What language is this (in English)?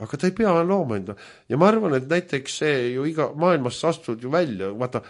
Estonian